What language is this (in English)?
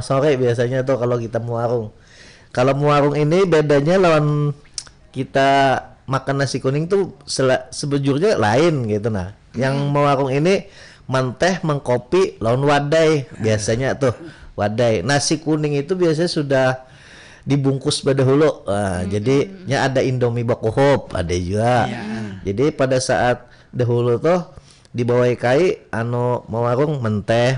Banjar